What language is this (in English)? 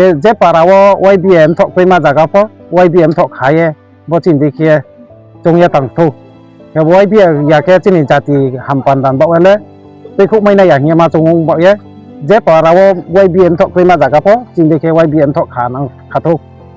Riang (India)